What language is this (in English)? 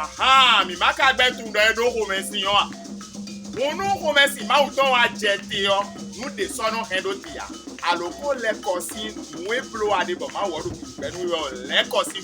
Fon